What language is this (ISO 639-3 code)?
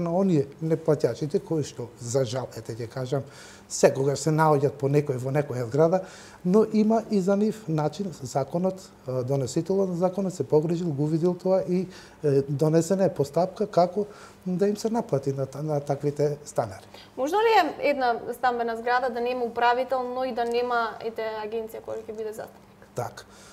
mkd